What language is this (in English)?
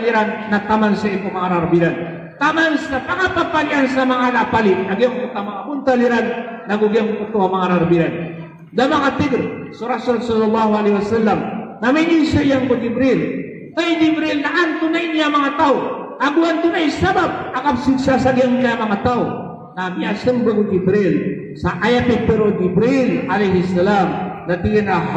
Maranao